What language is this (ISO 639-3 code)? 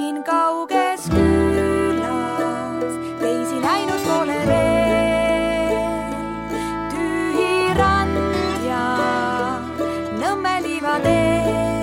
est